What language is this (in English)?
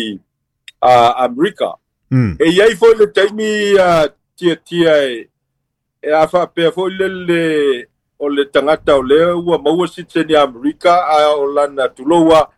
Samoan